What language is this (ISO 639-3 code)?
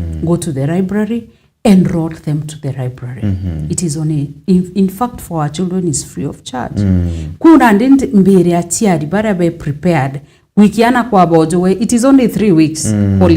mer